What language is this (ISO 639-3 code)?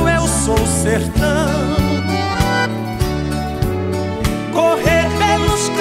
por